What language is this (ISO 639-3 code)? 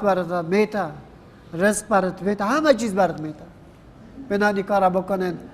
fas